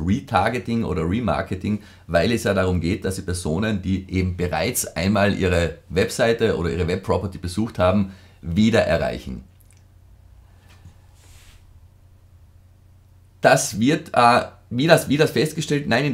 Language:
German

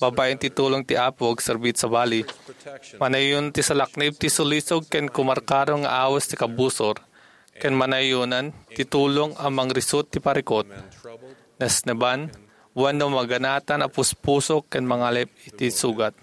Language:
Iloko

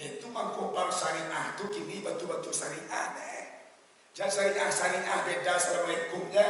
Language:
Minangkabau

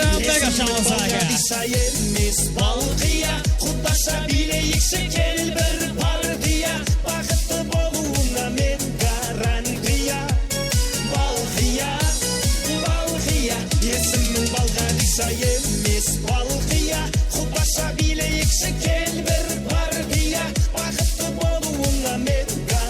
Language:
Kara-Kalpak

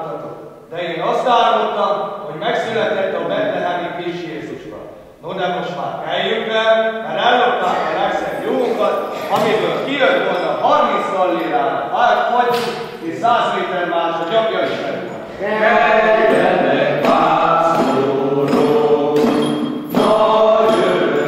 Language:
Hungarian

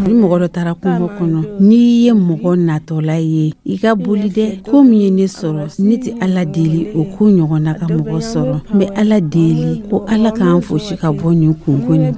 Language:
Dyula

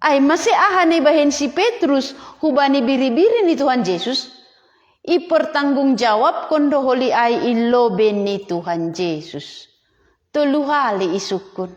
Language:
Batak Simalungun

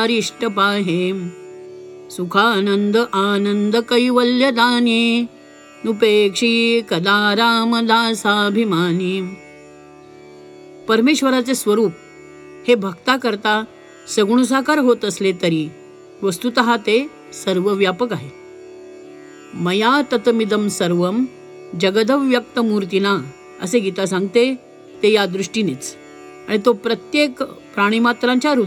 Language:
Marathi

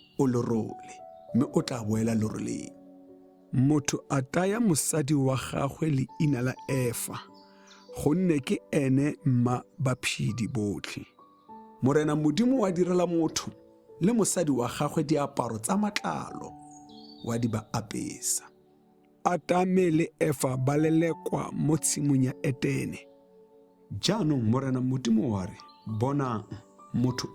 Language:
Tswana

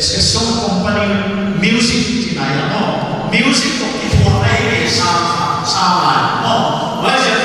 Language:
Paite Chin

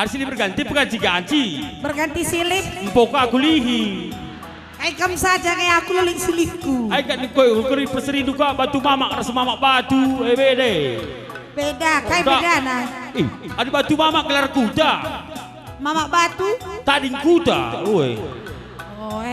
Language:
Batak Karo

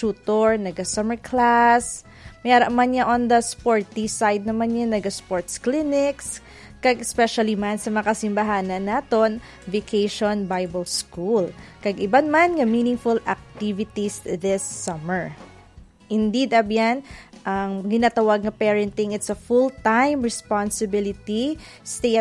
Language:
Hiligaynon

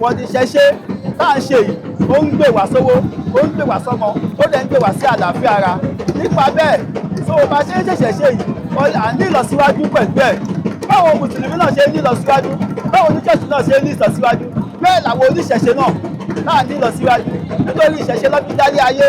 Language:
Yoruba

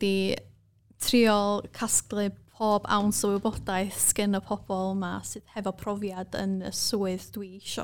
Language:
Welsh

